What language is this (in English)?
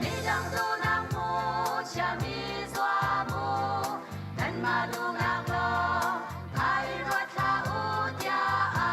Hakha Chin